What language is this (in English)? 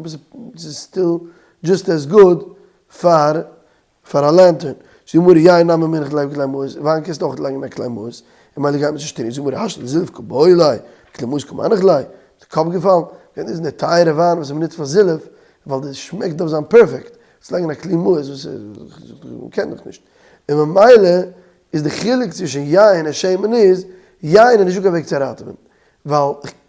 Yiddish